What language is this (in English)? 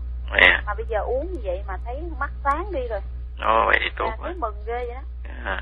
Vietnamese